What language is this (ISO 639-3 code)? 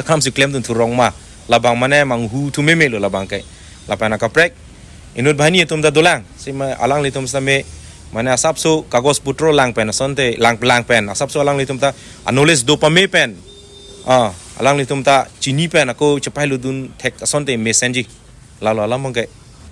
mjw